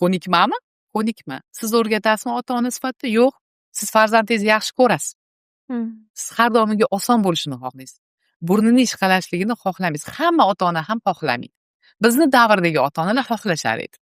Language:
Uzbek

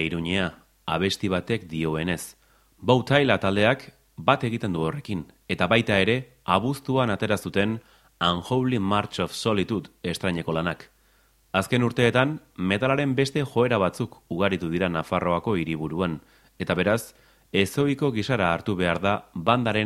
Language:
Basque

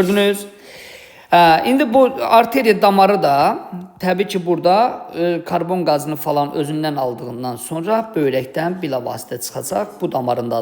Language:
Azerbaijani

